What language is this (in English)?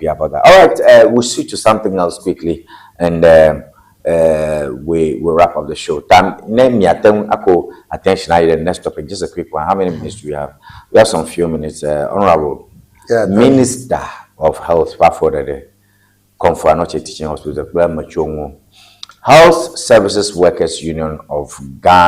Ewe